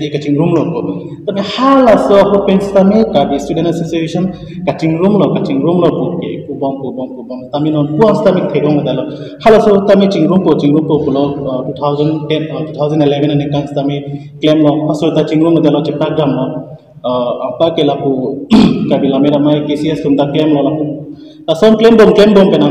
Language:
Karbi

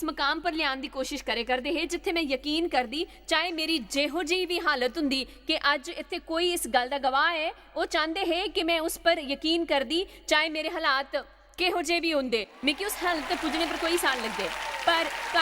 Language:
Dogri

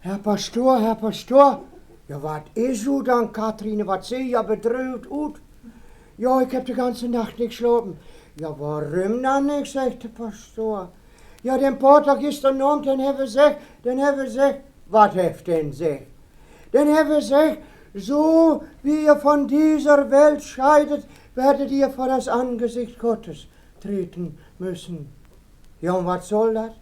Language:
Westphalien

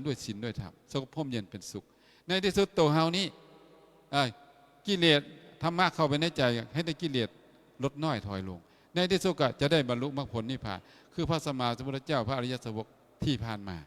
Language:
Lao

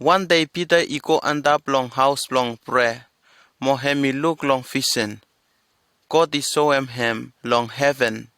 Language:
Bislama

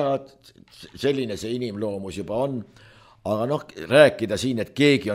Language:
Estonian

